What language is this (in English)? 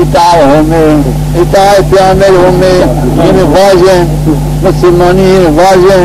Zaza